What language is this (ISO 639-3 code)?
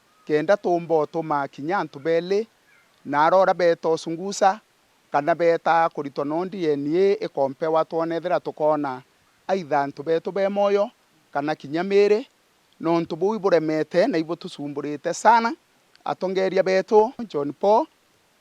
mer